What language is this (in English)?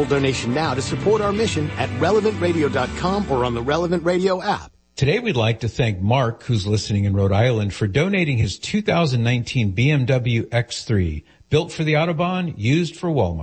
English